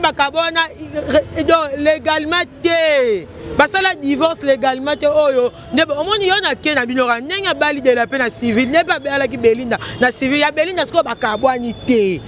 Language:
Lingala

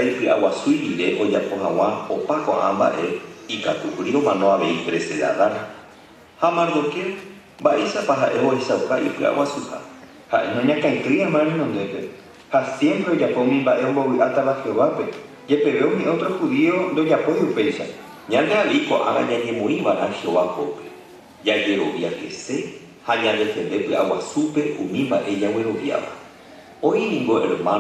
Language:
Guarani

